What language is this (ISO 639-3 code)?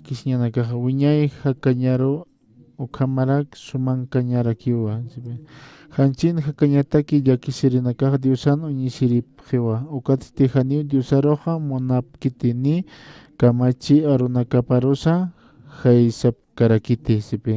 aym